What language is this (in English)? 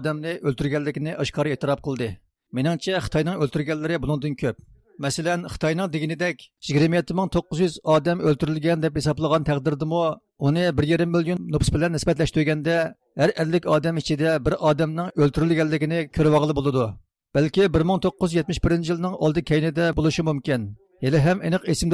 Uyghur